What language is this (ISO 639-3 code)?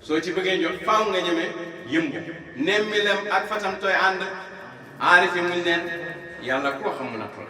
wol